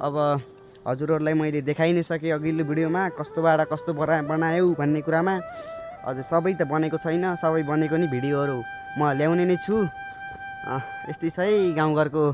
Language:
Nepali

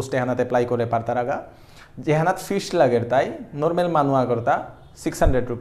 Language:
Bishnupriya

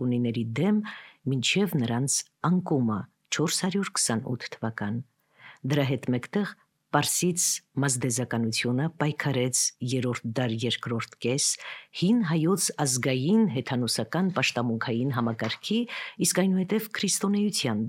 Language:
Armenian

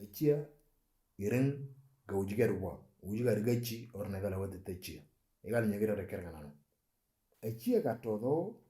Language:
Moro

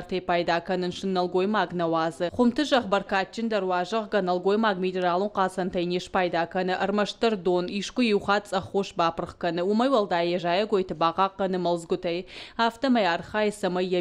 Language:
Ossetic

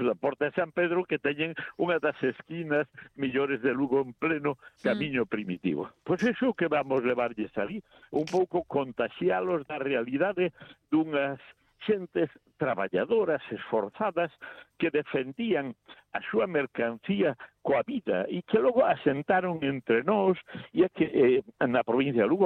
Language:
Galician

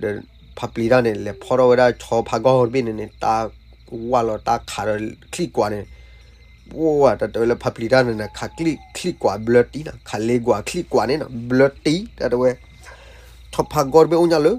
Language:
S'gaw Karen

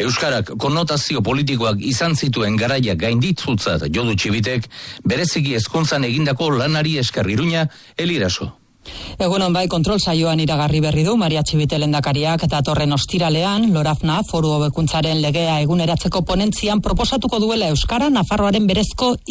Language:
Basque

